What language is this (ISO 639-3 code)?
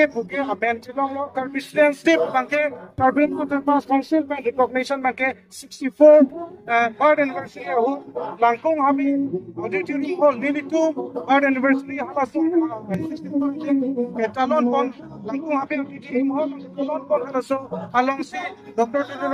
mjw